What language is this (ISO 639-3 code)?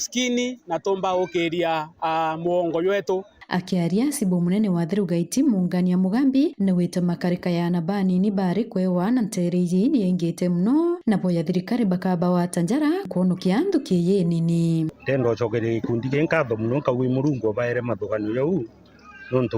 mer